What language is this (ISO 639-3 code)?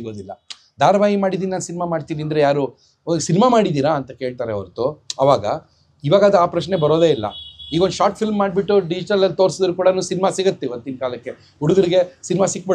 kan